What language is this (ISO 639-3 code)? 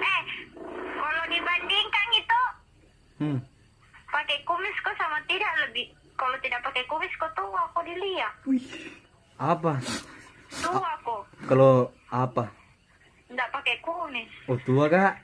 bug